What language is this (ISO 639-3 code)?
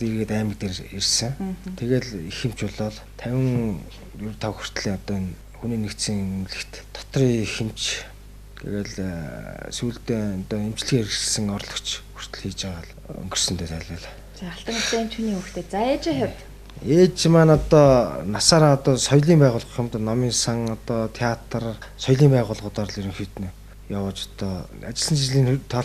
mon